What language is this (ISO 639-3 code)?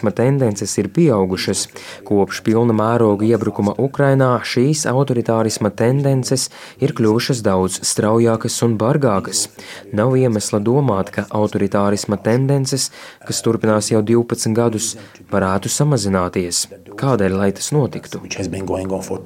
lav